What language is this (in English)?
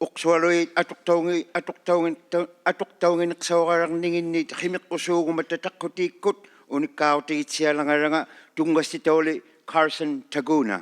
Inuktitut